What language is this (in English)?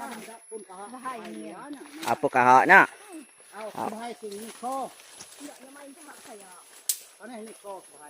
Iban